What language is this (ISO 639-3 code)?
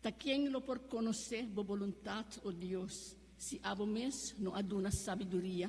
pap